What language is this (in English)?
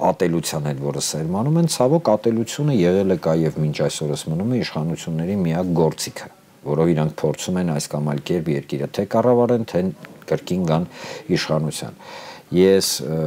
Armenian